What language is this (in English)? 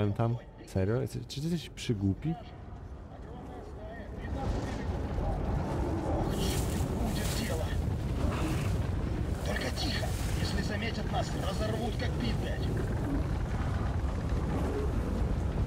Polish